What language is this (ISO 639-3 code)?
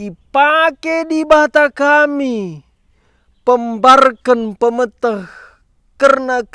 btx